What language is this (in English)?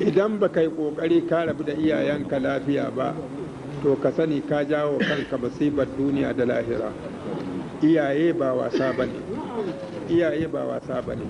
Hausa